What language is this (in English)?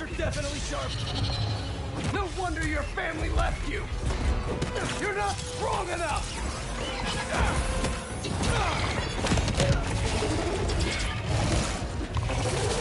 English